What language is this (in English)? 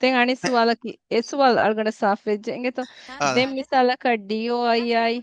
Divehi